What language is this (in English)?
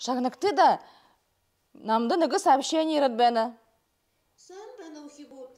Buriat